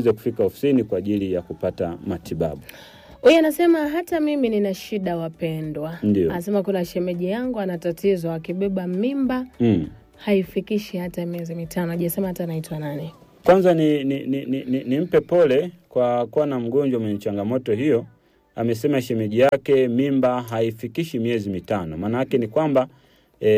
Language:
Swahili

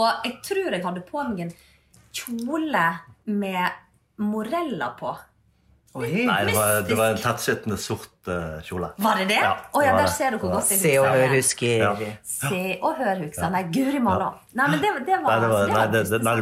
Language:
Norwegian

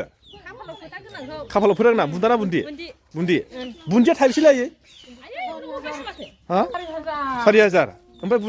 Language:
Bodo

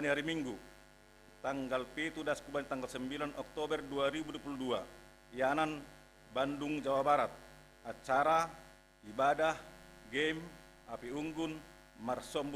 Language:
Batak Simalungun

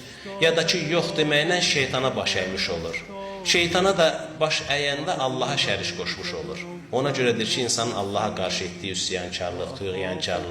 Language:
Azerbaijani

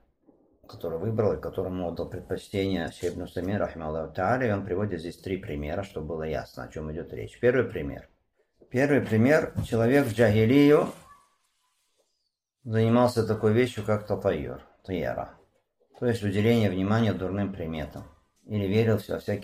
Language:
Russian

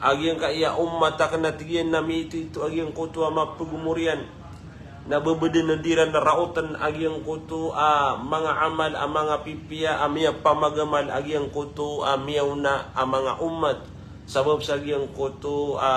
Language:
Maranao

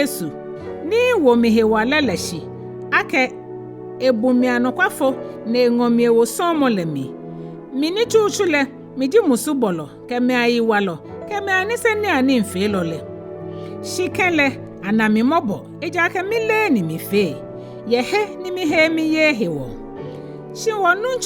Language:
Ga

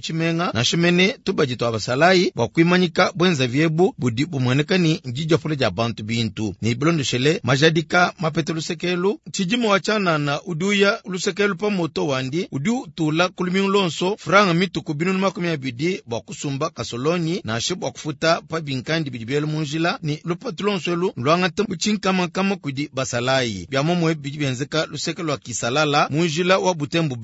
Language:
Luba-Lulua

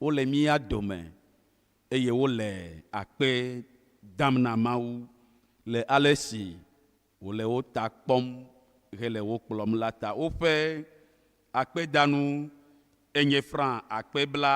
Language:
Ewe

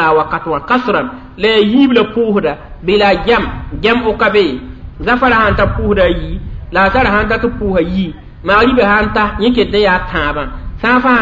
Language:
Mossi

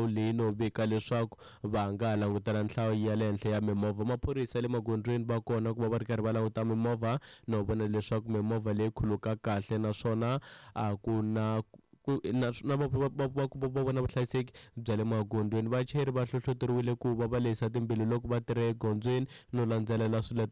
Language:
Tsonga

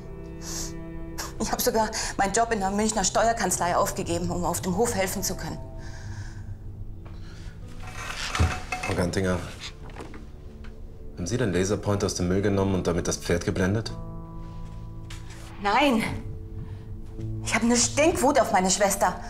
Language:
German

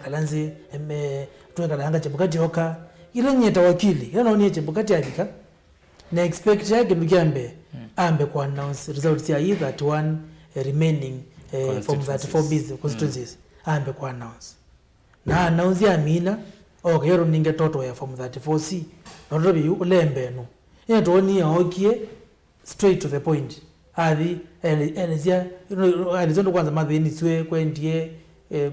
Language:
Kamba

